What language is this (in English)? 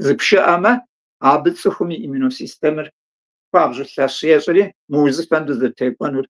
Kabardian